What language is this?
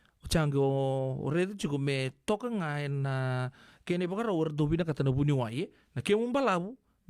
Fijian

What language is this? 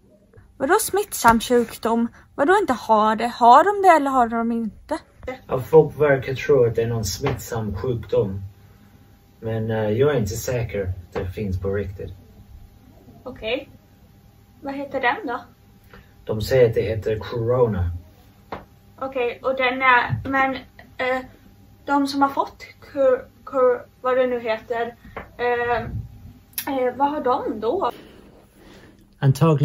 Swedish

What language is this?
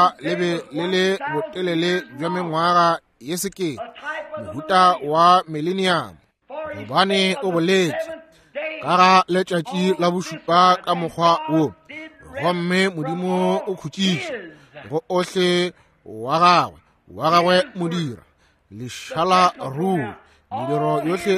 Northern Sotho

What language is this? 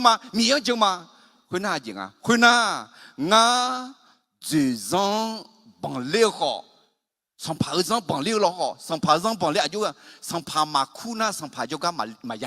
Akha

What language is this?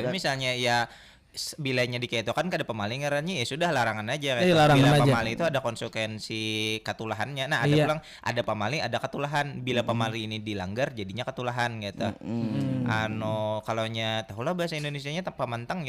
Banjar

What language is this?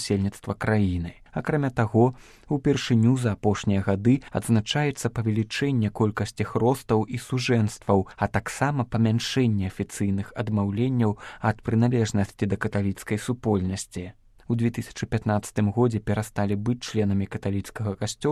Belarusian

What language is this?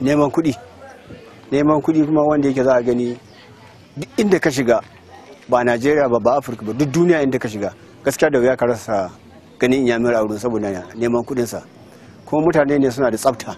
Hausa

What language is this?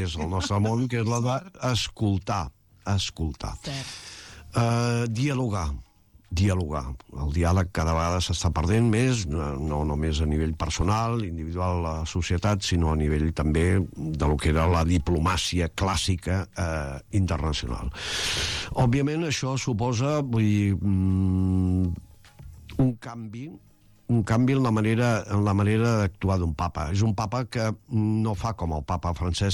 Catalan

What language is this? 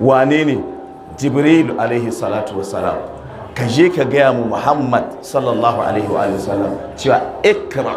Hausa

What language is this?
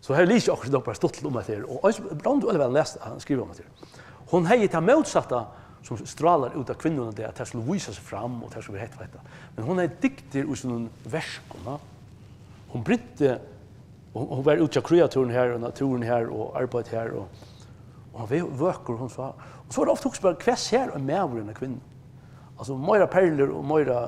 Faroese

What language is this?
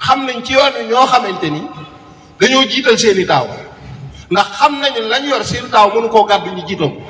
Wolof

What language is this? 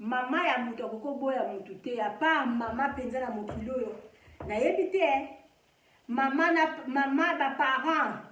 Lingala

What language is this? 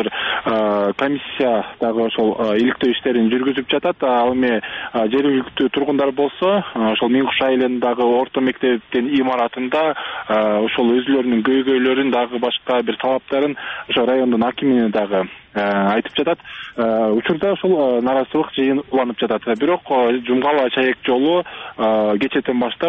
Kyrgyz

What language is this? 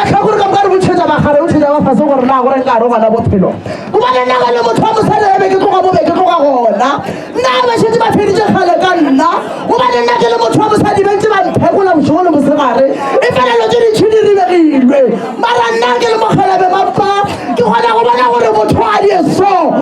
Northern Sotho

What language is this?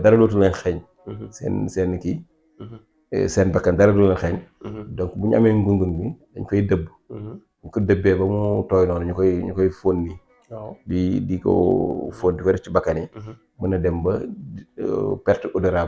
Wolof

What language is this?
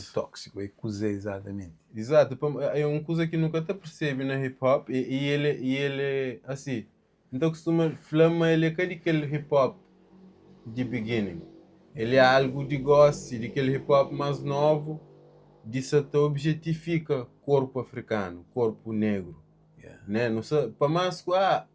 Kabuverdianu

